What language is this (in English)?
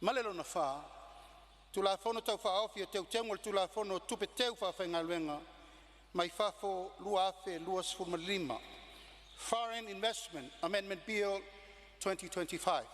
Samoan